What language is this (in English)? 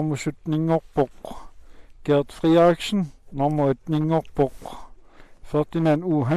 Kalaallisut